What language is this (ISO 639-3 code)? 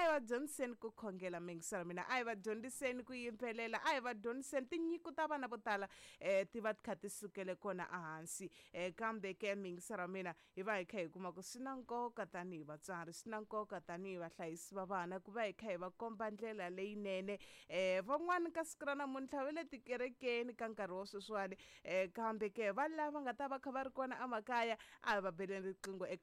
tso